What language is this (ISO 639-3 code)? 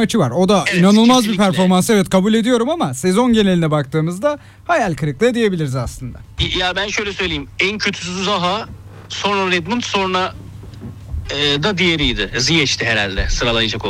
tur